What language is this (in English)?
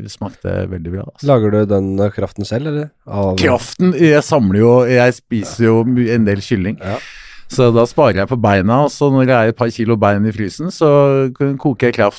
Norwegian